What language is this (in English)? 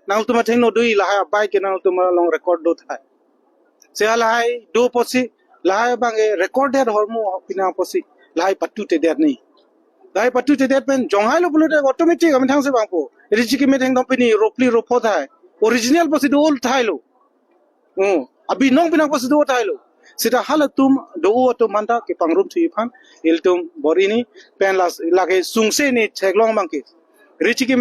Karbi